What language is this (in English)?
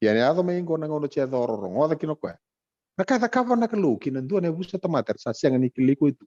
Fijian